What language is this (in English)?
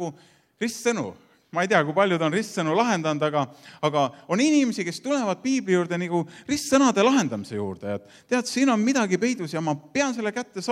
Estonian